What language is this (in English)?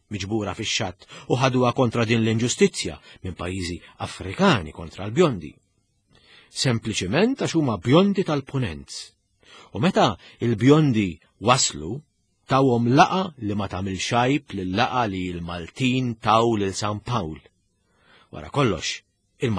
Maltese